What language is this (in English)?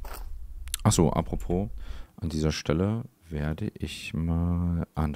German